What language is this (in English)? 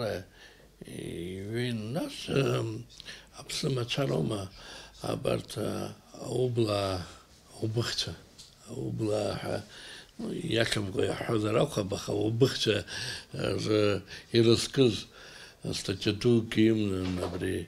Abkhazian